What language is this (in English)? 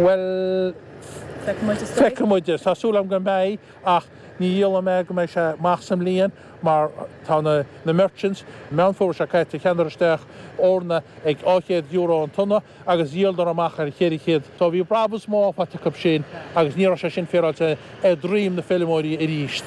Irish